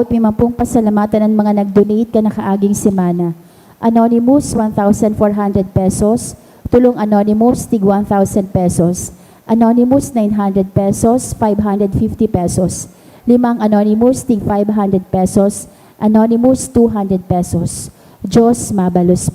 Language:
Bikol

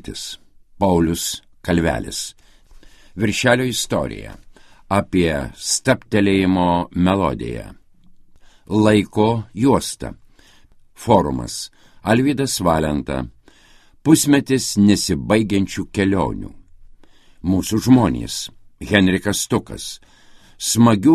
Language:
Lithuanian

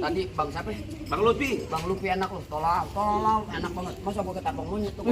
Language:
Betawi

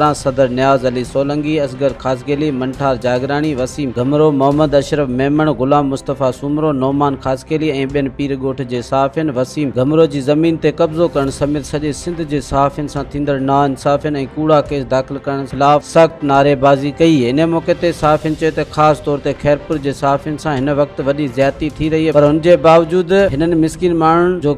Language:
Sindhi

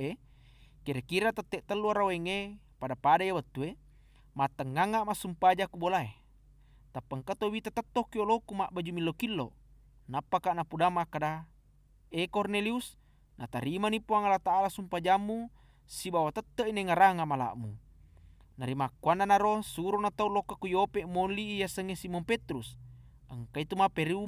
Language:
Buginese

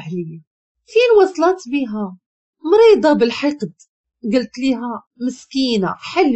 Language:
Moroccan Arabic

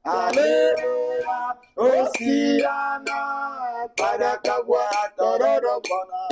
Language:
Ewe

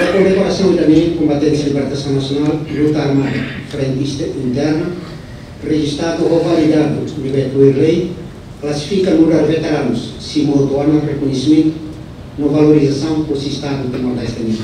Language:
Tetum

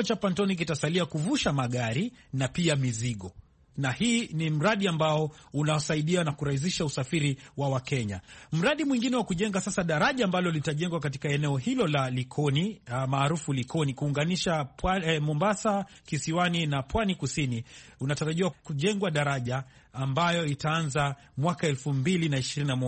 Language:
Swahili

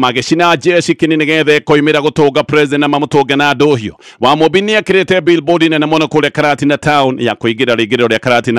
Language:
Kikuyu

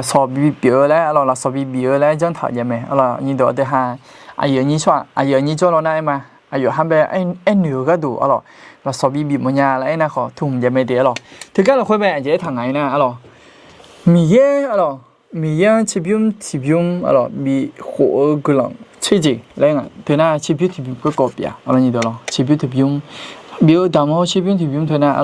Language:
Akha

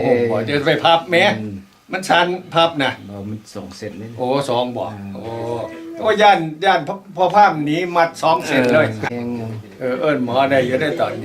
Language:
Lao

